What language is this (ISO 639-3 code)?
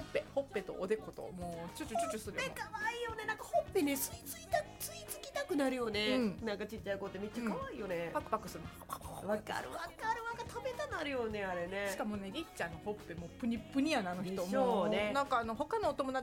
jpn